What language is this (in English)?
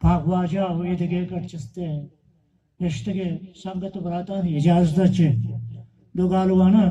Baluchi